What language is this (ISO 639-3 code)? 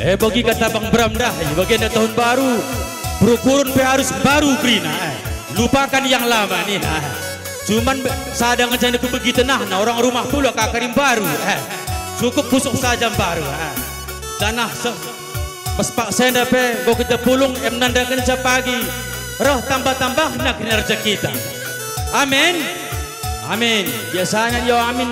btx